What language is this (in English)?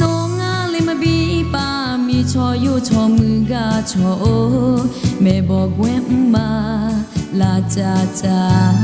Akha